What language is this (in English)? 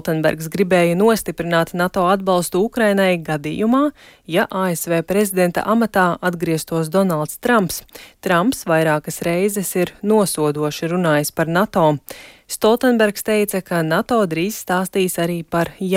Latvian